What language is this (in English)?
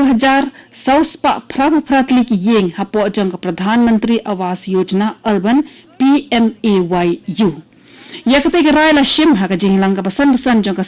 Khasi